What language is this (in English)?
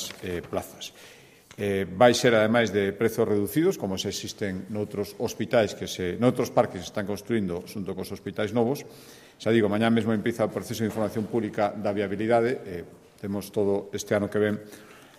Galician